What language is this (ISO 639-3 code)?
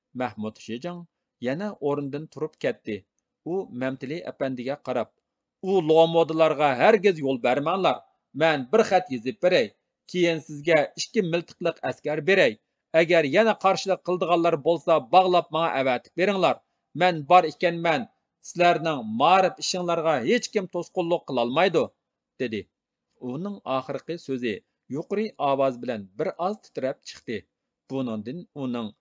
uig